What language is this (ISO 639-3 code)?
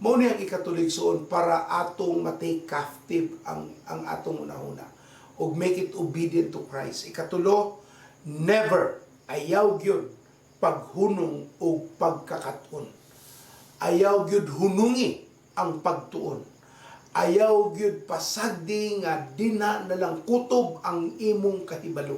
ceb